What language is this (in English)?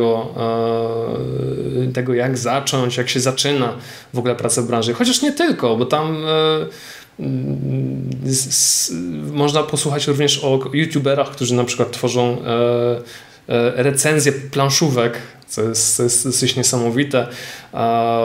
Polish